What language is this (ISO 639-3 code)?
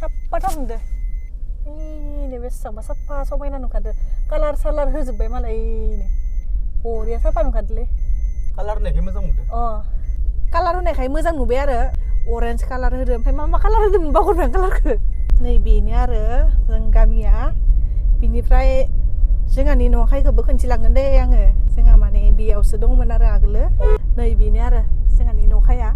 brx